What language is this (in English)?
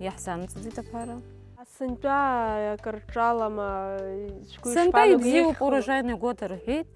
Abkhazian